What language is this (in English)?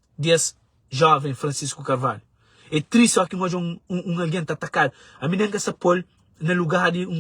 Kabuverdianu